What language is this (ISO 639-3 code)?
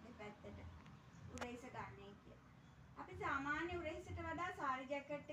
sin